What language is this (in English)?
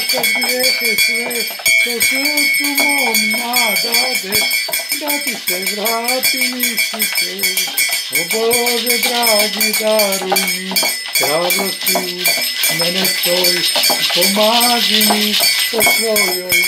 Croatian